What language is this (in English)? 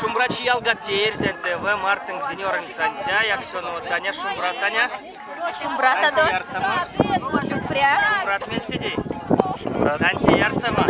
Erzya